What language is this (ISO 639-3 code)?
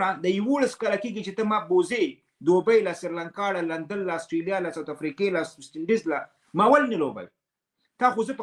pus